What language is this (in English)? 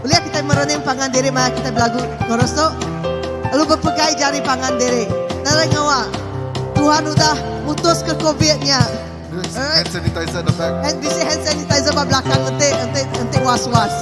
Iban